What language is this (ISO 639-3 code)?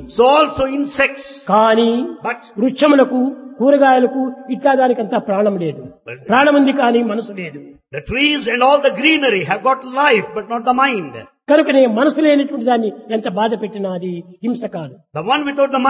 tel